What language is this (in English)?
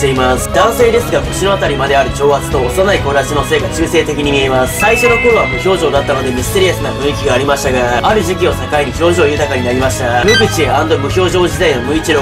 Japanese